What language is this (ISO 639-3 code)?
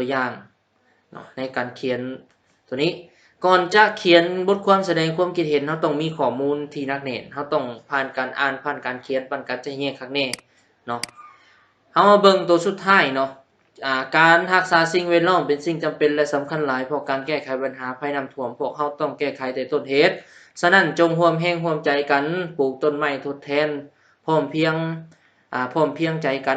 lao